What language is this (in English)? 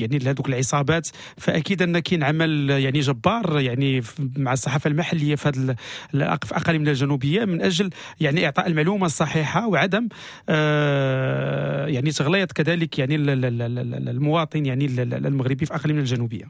Moroccan Arabic